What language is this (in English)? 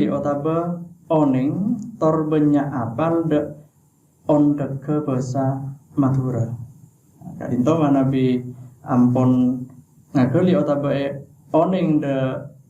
Madurese